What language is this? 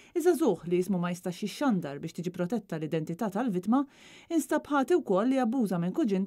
Maltese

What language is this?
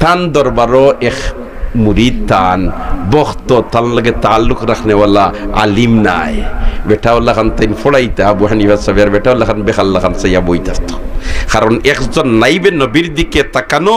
Sylheti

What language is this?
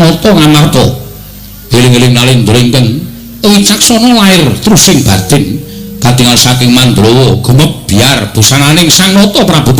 Javanese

